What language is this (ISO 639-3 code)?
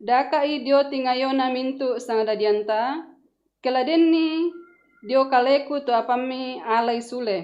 sda